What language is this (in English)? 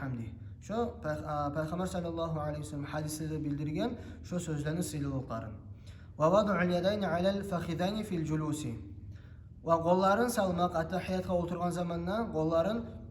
Kumyk